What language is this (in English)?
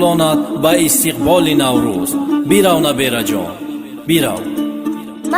Tajik